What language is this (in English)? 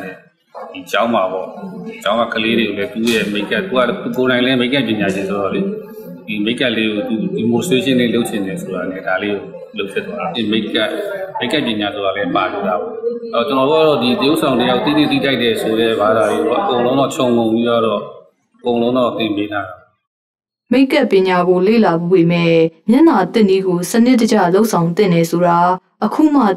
Burmese